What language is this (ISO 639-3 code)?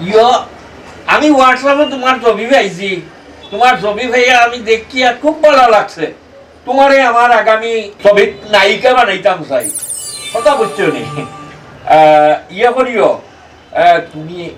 syl